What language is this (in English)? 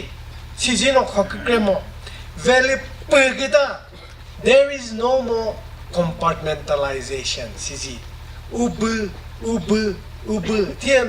Chokri Naga